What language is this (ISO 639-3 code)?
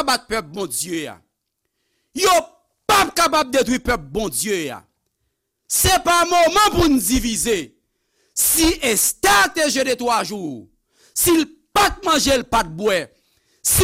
hat